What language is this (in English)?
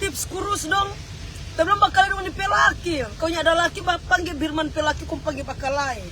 Manado Malay